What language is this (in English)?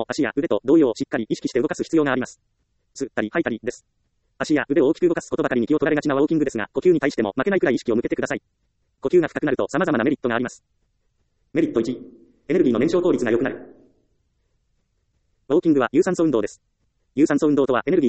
Japanese